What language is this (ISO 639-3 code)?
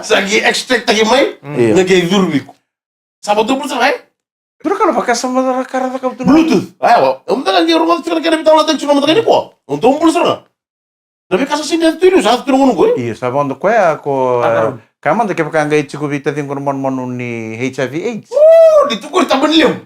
fij